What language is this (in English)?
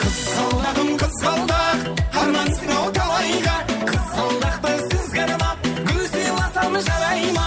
Kara-Kalpak